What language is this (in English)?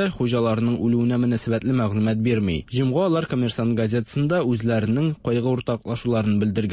Tatar